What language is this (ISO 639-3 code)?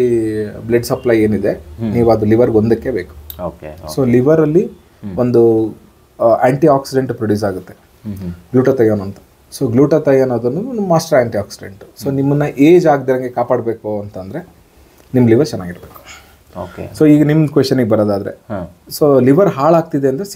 kan